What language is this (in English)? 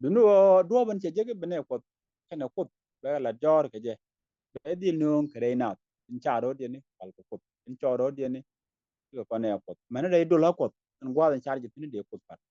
Nuer